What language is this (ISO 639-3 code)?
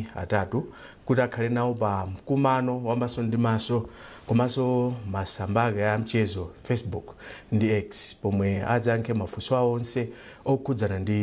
nya